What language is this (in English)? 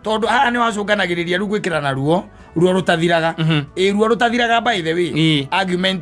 Kikuyu